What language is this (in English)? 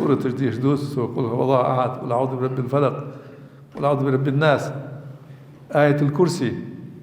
Ingush